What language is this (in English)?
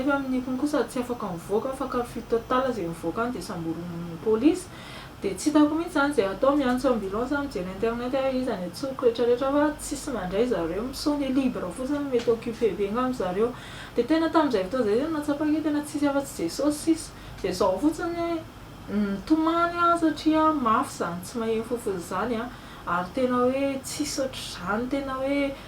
Malagasy